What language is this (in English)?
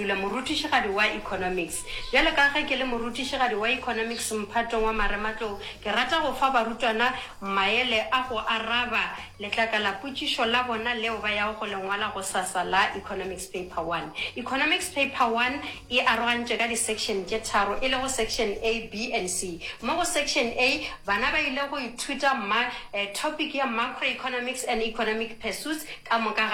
Northern Sotho